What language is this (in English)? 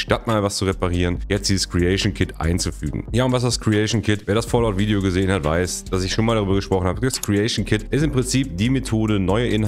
German